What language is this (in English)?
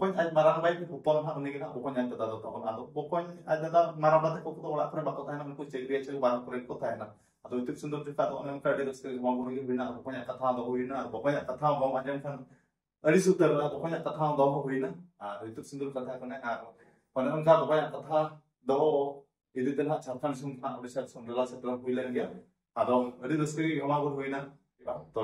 Santali